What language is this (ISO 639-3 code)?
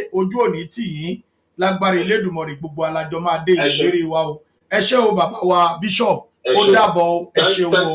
yor